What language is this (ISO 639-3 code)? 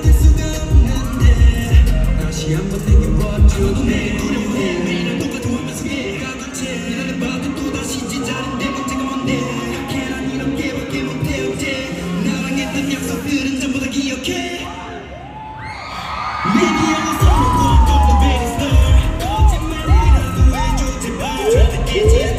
kor